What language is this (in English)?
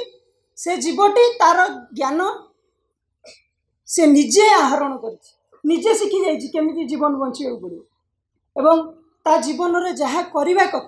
Odia